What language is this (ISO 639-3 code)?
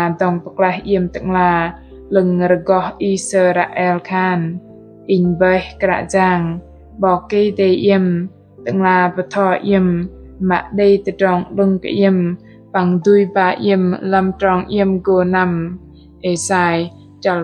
bdq